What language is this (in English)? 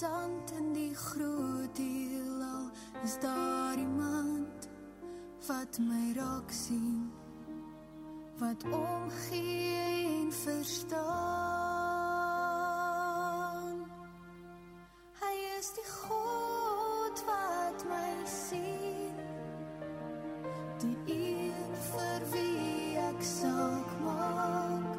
Afrikaans